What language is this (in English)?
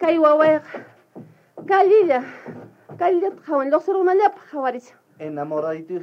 South Bolivian Quechua